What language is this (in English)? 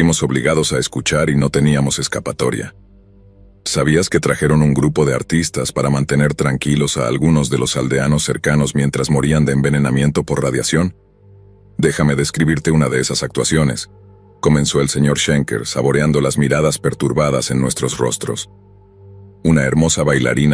Spanish